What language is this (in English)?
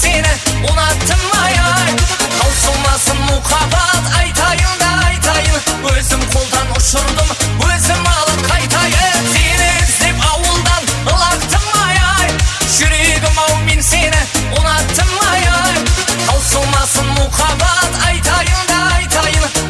Kara-Kalpak